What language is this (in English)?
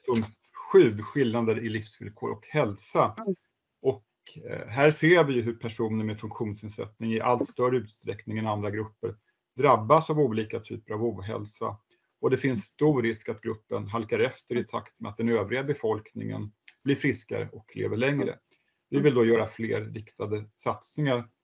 Swedish